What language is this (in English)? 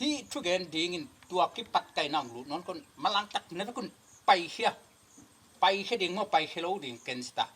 Tedim Chin